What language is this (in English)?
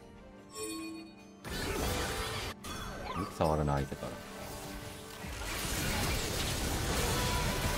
Japanese